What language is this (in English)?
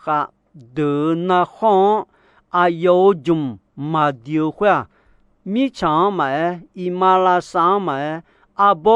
Akha